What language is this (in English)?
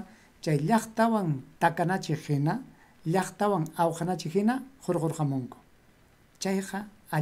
Ayacucho Quechua